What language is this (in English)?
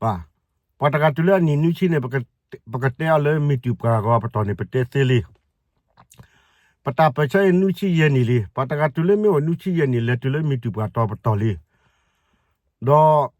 S'gaw Karen